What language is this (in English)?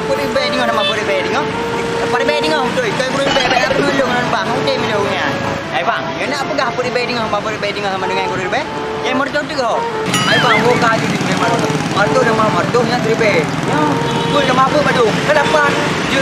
Achinese